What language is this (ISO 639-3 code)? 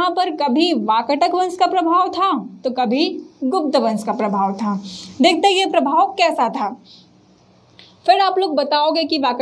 hin